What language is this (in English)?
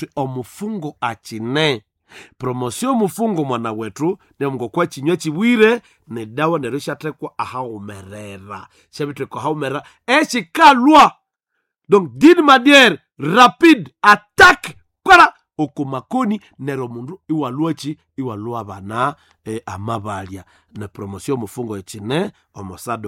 Nande